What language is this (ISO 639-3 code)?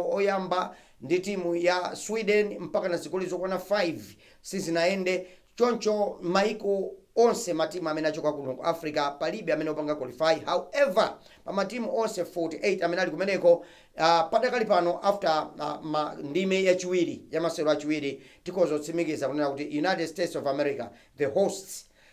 nya